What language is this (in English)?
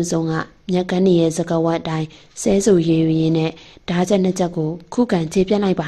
Burmese